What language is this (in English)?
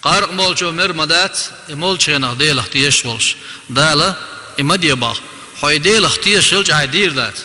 Chechen